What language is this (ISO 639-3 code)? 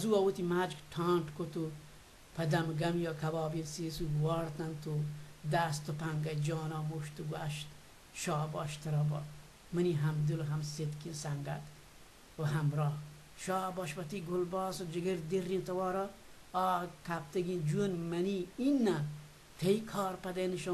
bal